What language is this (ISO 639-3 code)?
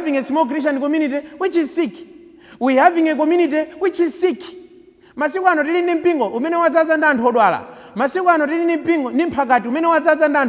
nya